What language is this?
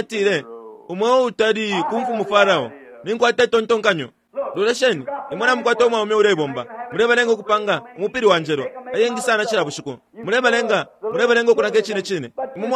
Bemba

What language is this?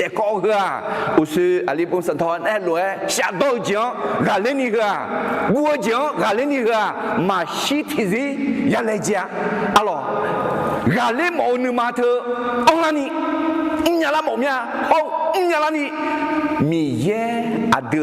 Akha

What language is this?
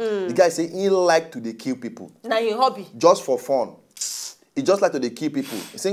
Nigerian Pidgin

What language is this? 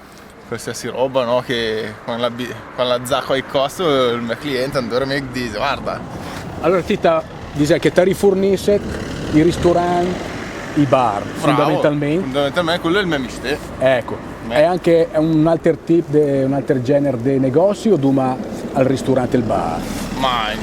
Lombard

